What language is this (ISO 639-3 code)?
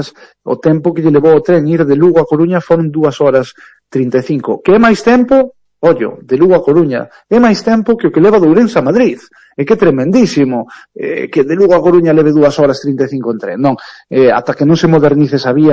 glg